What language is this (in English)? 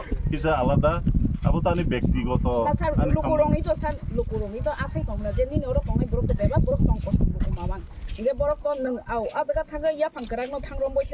Kok Borok